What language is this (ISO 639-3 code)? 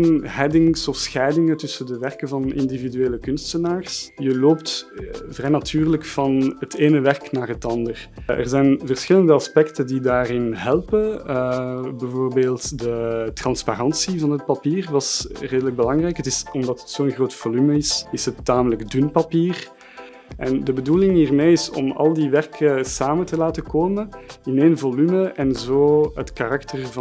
nld